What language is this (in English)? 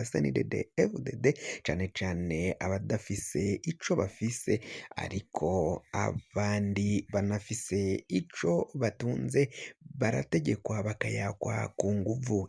Rundi